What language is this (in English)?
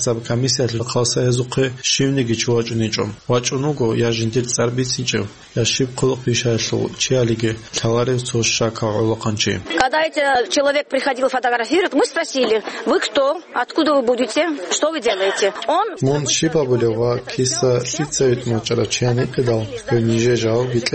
Avaric